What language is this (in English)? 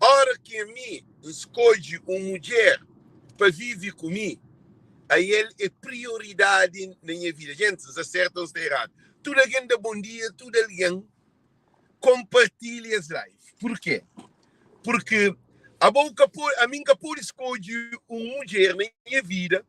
Kabuverdianu